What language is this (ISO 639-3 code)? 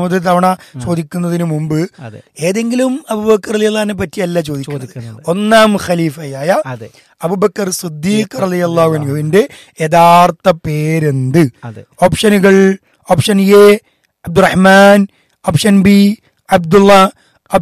mal